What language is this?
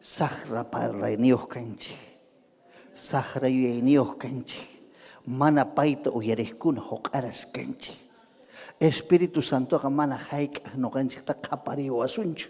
Ayacucho Quechua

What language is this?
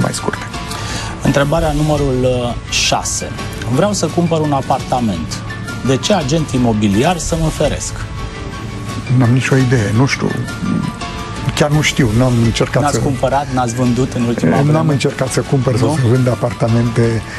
Romanian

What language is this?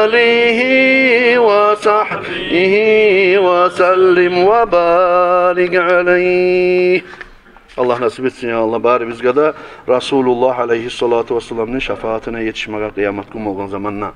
Kumyk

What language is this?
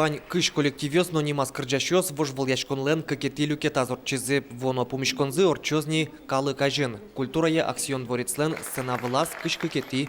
Udmurt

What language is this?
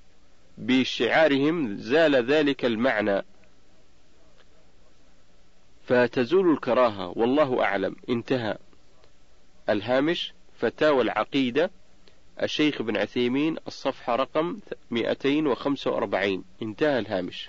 Arabic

